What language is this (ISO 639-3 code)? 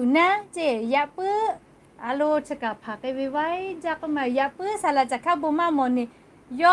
lhu